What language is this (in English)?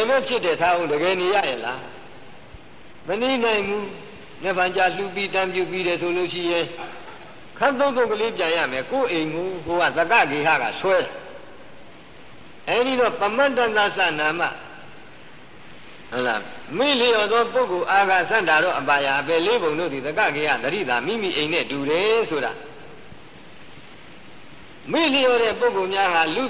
Burmese